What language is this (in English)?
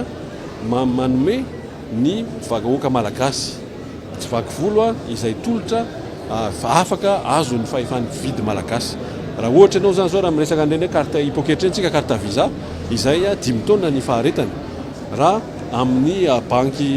Malagasy